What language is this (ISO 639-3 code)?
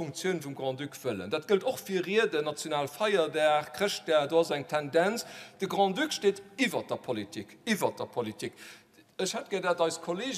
ltz